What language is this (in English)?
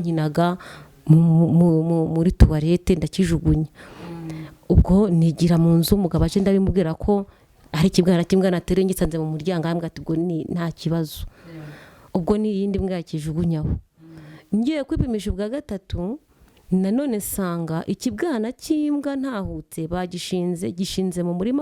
Kinyarwanda